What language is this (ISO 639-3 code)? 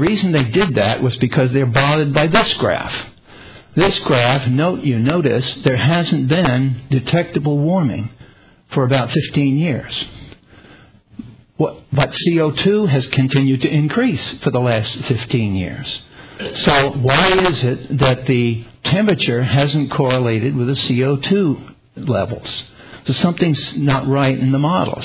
eng